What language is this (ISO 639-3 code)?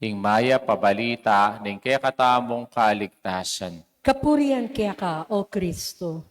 pam